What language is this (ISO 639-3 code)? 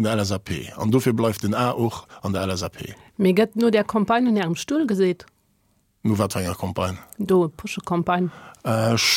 ltz